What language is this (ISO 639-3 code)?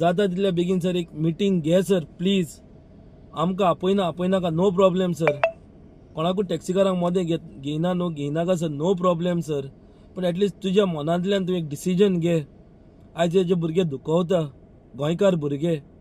kok